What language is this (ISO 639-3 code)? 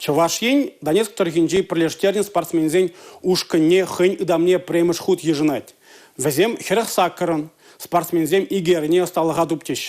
chv